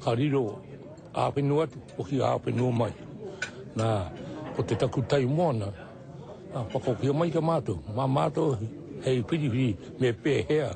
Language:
Māori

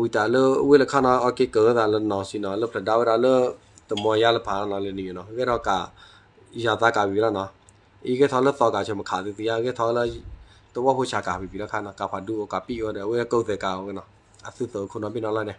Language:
S'gaw Karen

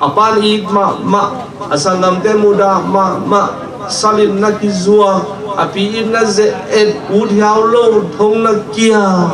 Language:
Tedim Chin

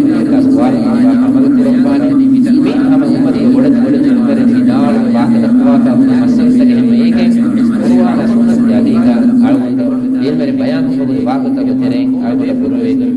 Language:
Divehi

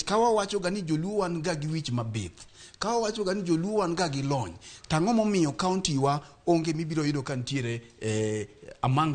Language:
Luo (Kenya and Tanzania)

